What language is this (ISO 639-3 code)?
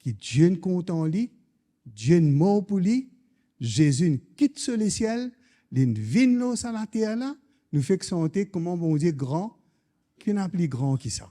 mfe